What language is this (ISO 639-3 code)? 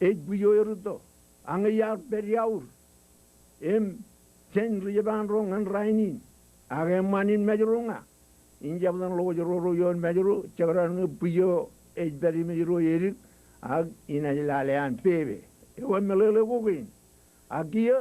mah